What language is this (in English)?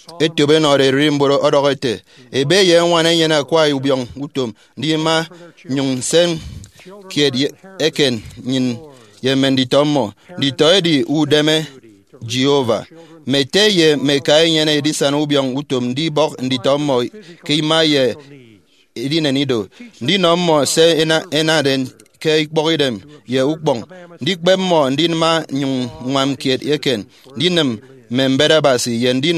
Efik